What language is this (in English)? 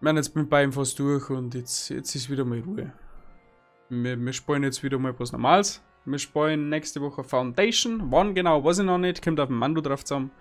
Bavarian